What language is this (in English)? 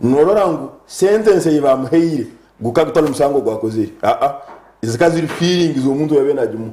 Nyankole